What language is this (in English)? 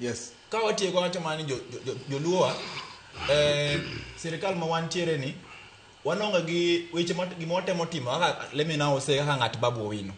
Luo (Kenya and Tanzania)